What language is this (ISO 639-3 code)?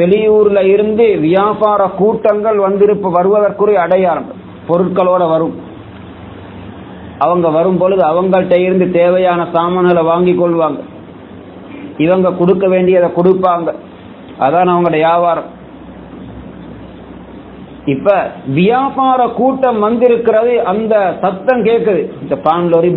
tam